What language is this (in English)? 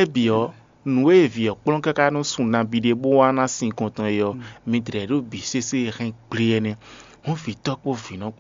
Fon